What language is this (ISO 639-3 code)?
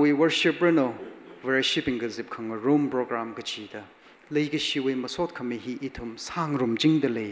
nmf